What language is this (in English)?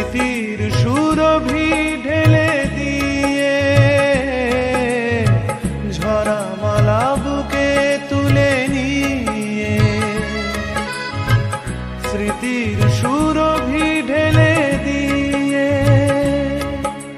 Bangla